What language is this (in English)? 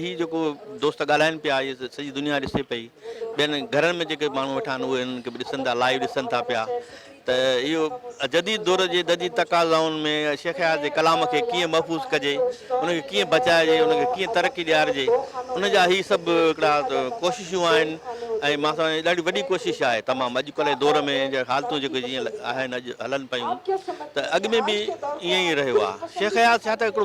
Sindhi